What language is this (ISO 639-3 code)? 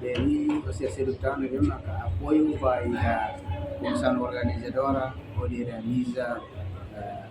tet